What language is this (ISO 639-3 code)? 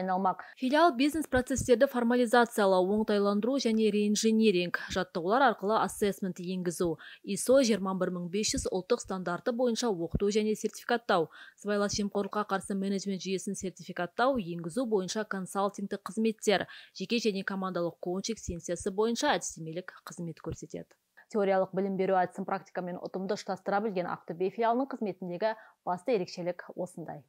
kaz